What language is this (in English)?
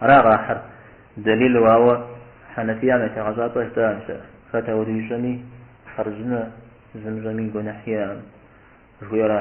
Kabardian